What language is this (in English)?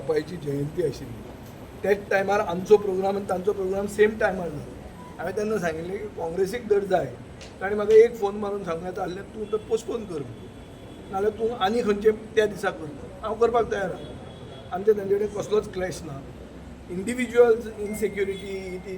Konkani